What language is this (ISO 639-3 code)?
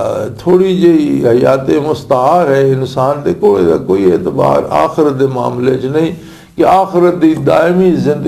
lah